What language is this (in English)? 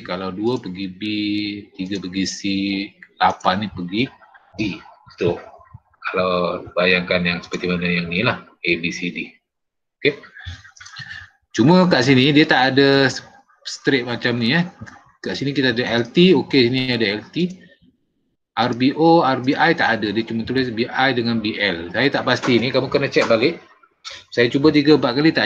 Malay